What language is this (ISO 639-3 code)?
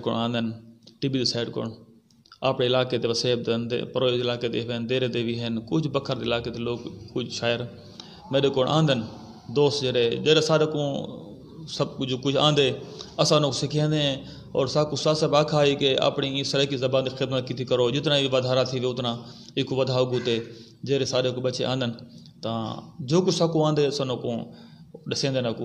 skr